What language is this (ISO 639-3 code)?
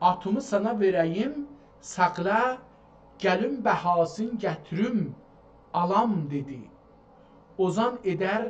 azb